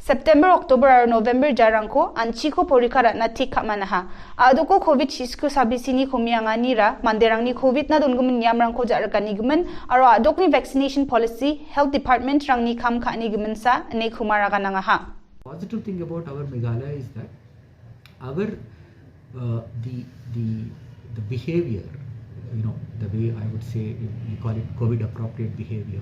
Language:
Garo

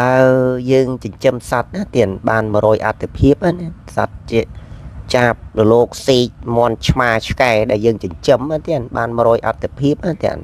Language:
Khmer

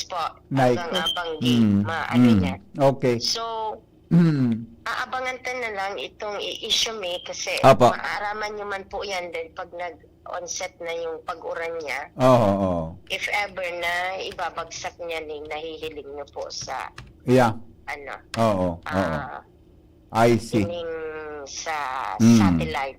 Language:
Bikol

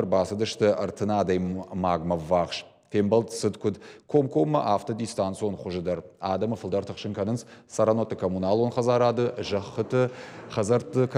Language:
Ossetic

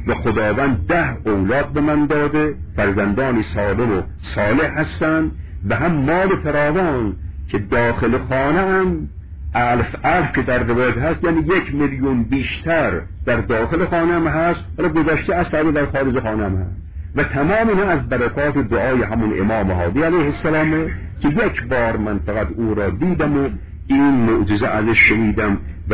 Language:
Persian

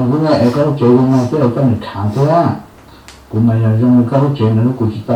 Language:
Hmong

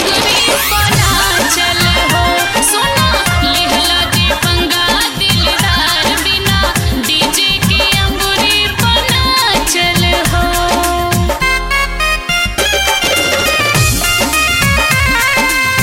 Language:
Bhojpuri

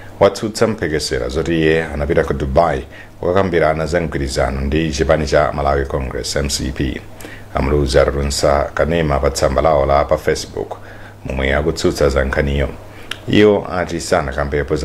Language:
Nyanja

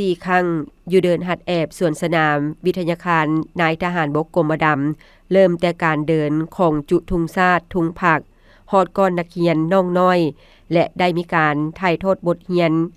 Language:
Lao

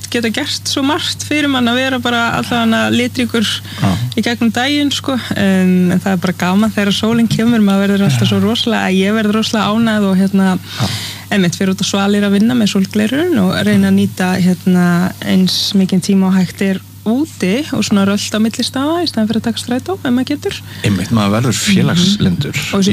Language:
Icelandic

